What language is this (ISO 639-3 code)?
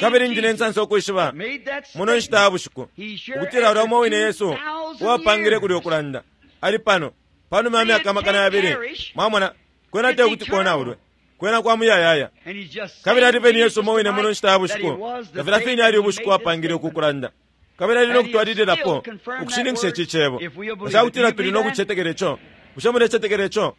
bem